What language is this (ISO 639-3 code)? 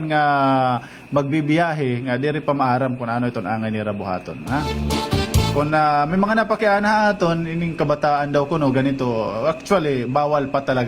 war